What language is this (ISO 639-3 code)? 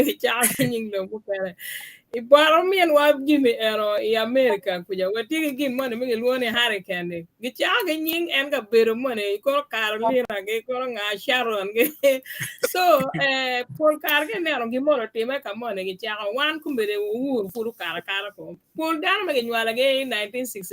ach